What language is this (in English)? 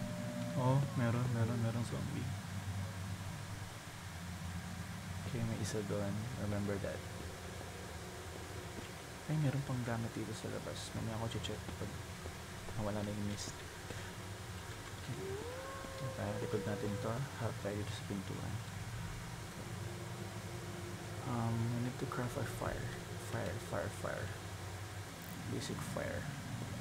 Filipino